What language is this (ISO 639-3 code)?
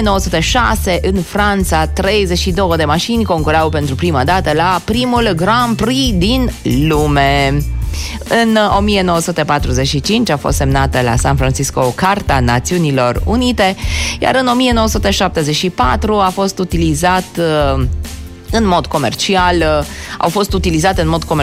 ron